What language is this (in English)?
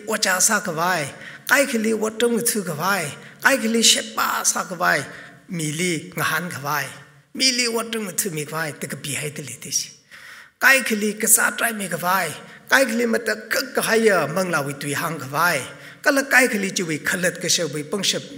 Tangkhul Naga (India)